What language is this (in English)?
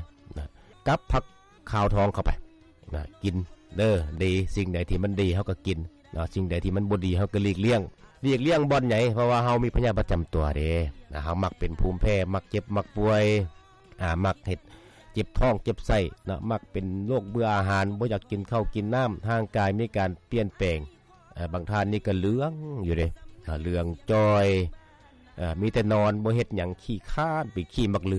Lao